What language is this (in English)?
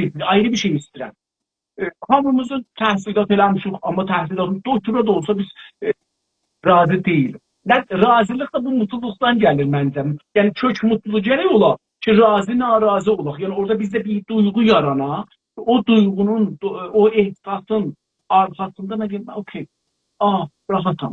South Azerbaijani